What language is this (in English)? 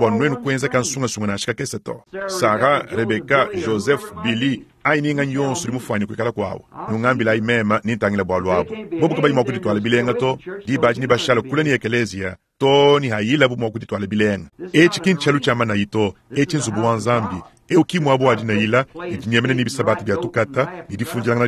Luba-Lulua